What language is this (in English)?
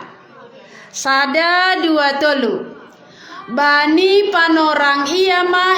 Batak Simalungun